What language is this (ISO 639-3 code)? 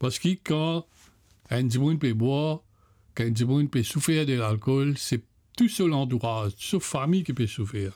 mfe